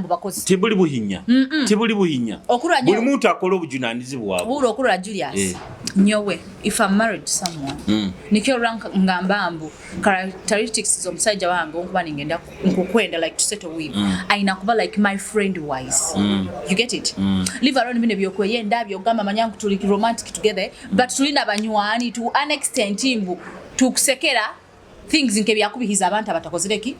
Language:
Nyoro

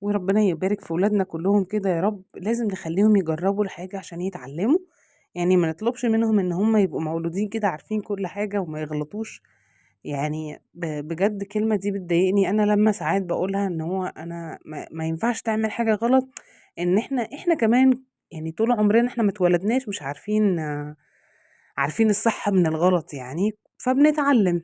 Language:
Egyptian Arabic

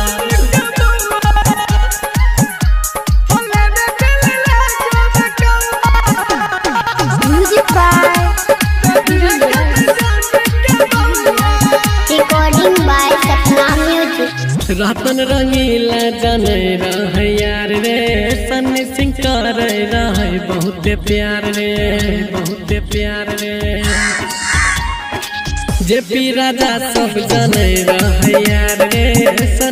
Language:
Bhojpuri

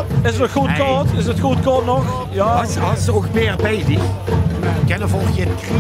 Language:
Limburgish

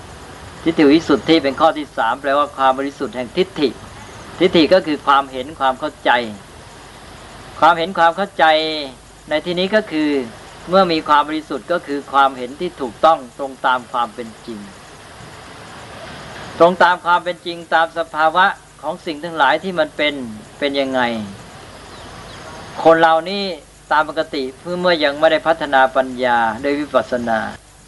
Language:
Thai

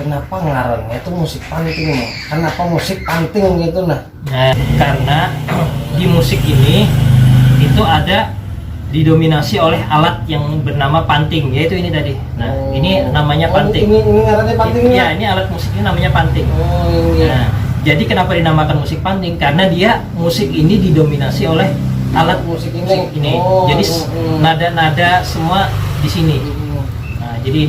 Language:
Banjar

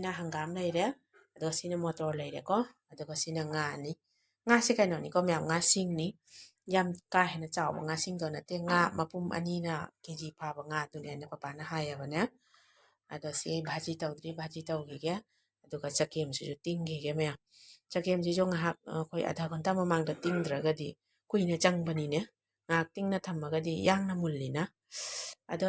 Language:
Manipuri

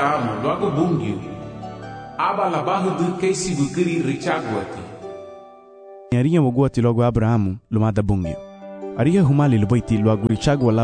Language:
Garifuna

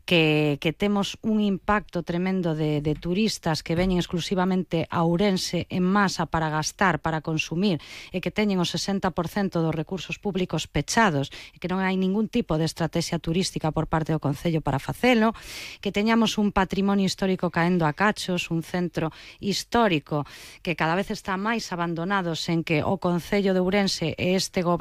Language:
Galician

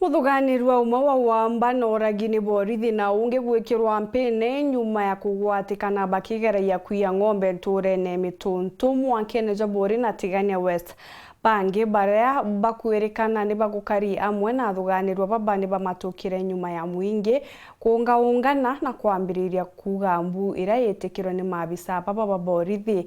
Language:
Meru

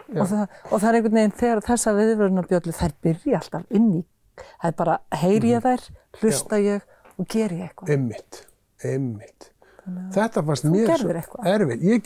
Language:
Icelandic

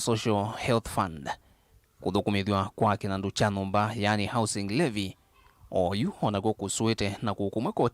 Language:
Kamba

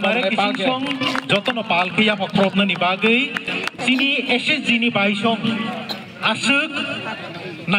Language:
Kok Borok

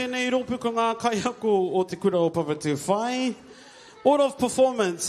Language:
Māori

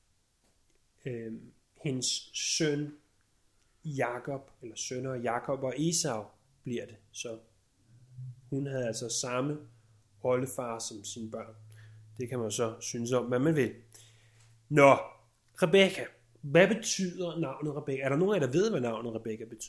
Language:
Danish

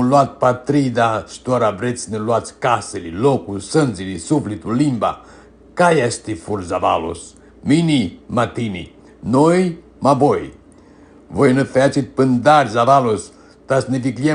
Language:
Aromanian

